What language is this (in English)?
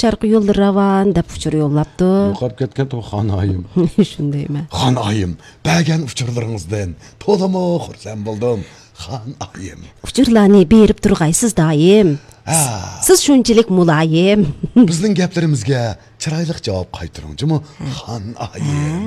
Uyghur